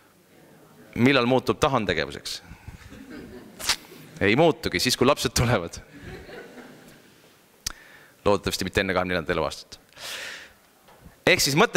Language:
Estonian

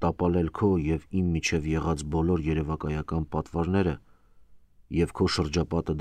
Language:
Armenian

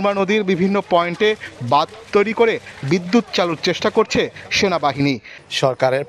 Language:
Bangla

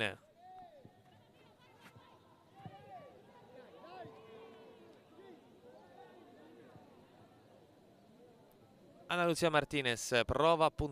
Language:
Italian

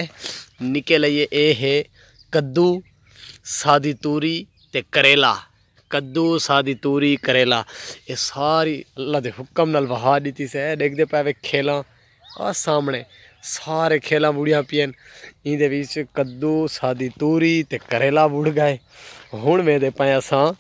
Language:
Saraiki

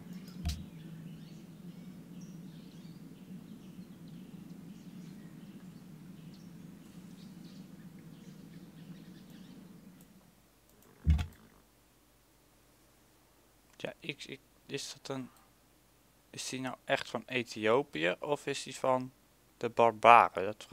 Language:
Dutch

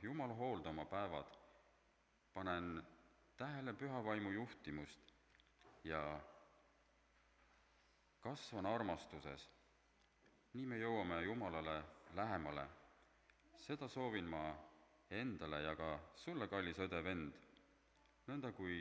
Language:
Estonian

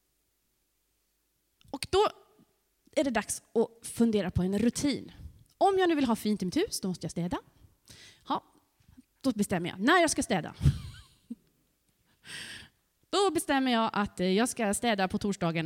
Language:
Swedish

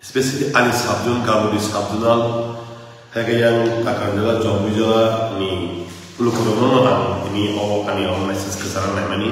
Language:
Kok Borok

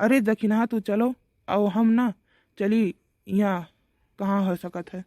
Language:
Awadhi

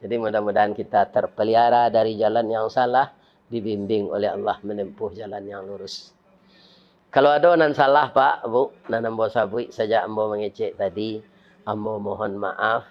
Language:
Minangkabau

